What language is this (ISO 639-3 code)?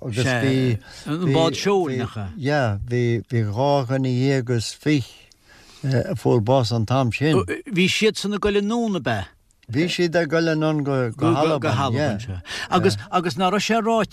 gle